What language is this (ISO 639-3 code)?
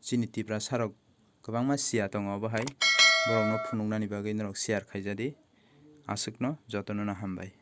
trp